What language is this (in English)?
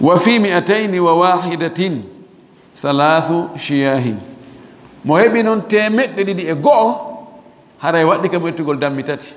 Fula